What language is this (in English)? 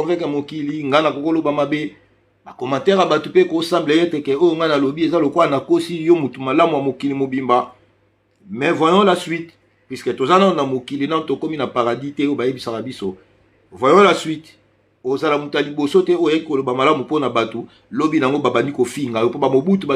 Lingala